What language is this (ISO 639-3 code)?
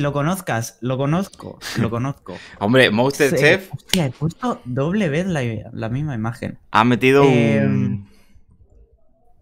spa